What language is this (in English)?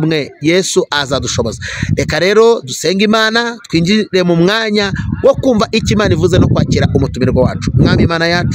Kinyarwanda